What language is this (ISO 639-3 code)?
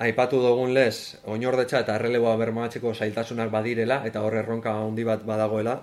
eus